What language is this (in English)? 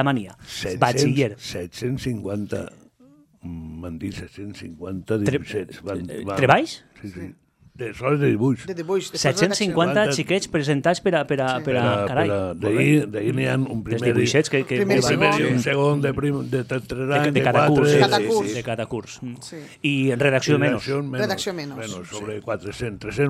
Catalan